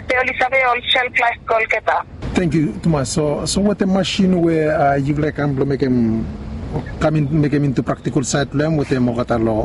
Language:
Bislama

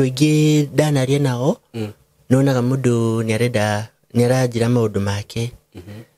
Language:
Kikuyu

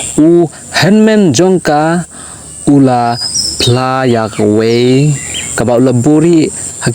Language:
Khasi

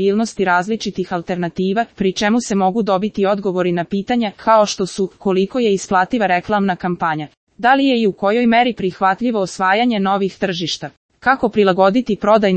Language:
Serbian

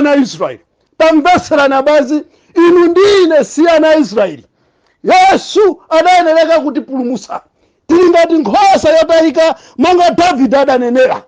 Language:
Nyanja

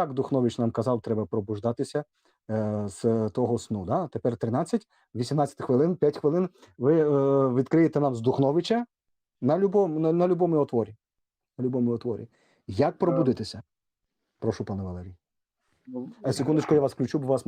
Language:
Rusyn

